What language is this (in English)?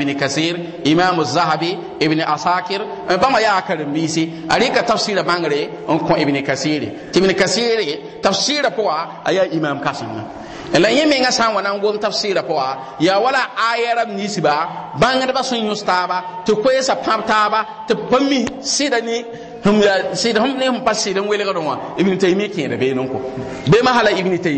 Mossi